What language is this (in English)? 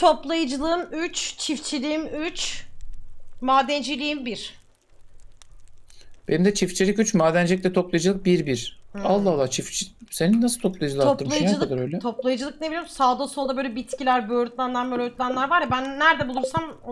Turkish